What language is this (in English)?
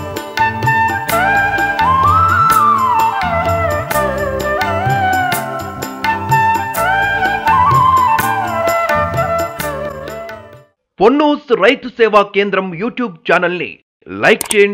Telugu